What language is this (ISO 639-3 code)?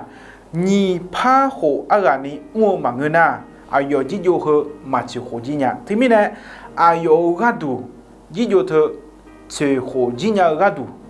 ahk